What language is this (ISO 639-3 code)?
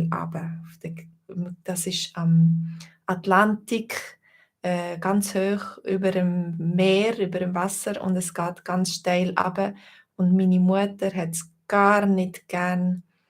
gsw